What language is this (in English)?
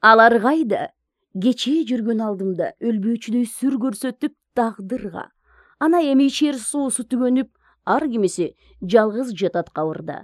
Kyrgyz